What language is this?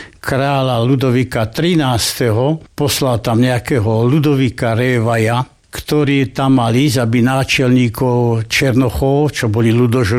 Slovak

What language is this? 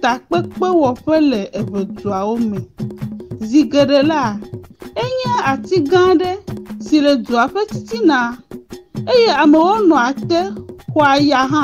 Ewe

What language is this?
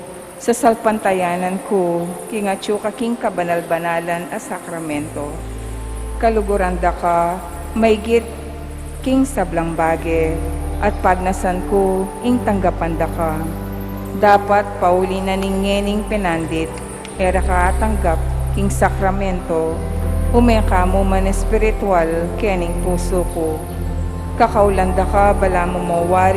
Pampanga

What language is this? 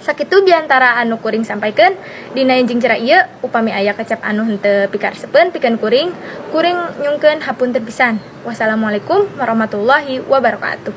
Sundanese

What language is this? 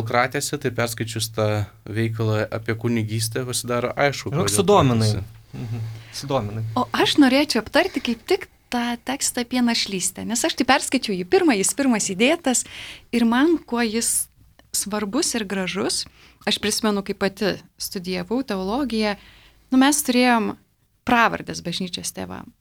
Lithuanian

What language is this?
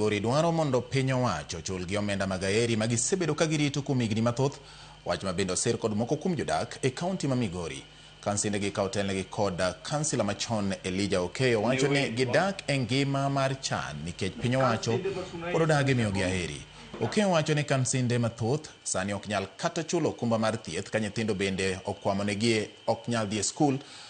Luo (Kenya and Tanzania)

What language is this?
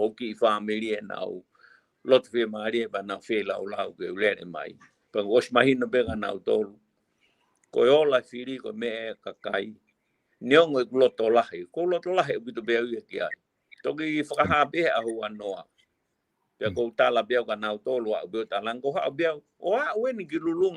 Tongan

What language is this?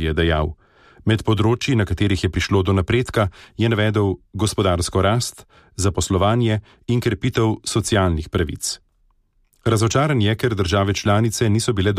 Slovenian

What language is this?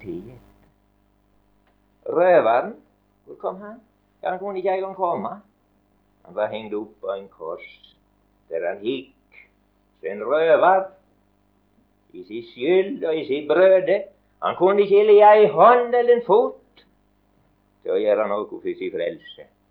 Norwegian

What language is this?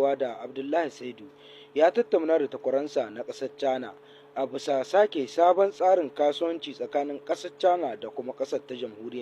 Hausa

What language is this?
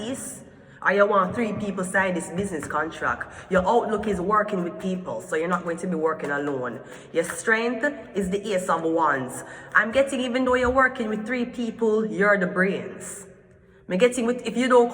Jamaican Creole English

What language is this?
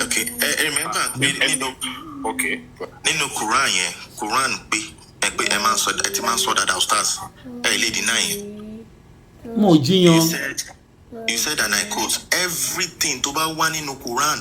Yoruba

